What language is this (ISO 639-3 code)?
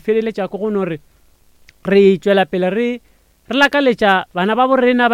nso